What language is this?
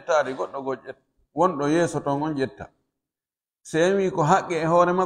Pular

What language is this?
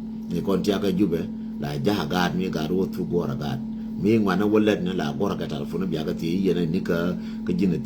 Nuer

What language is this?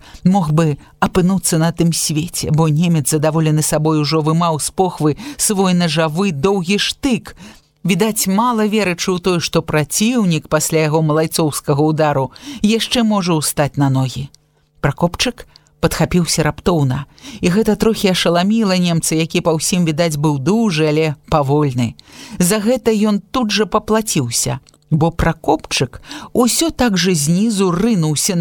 Belarusian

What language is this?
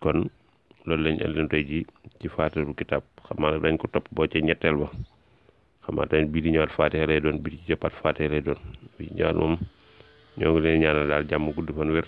Wolof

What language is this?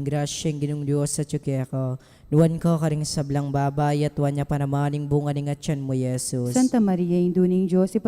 Pampanga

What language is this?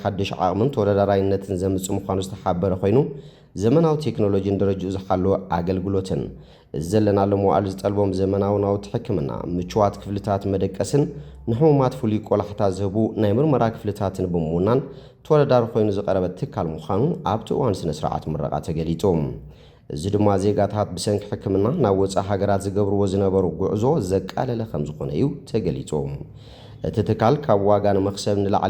Tigrinya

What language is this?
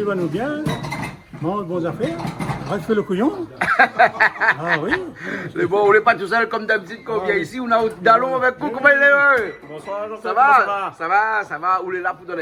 Réunion Creole French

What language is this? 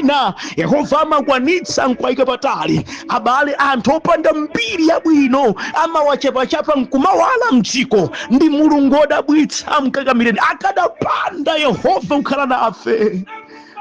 Nyanja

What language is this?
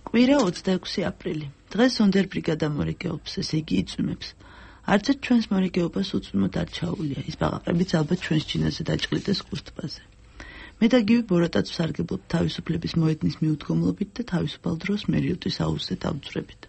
Georgian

